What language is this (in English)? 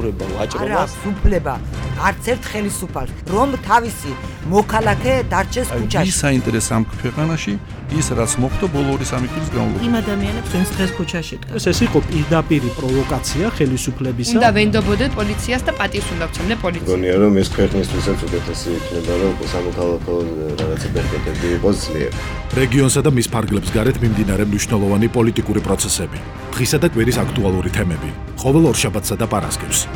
Georgian